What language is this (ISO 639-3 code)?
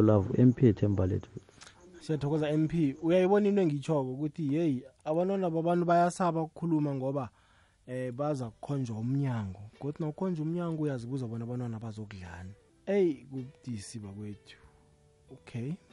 nbl